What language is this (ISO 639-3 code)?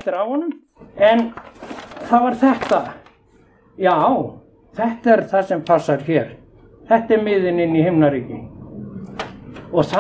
isl